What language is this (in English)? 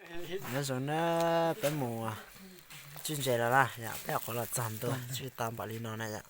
Hmong